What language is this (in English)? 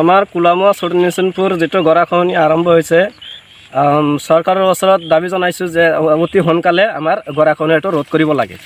Assamese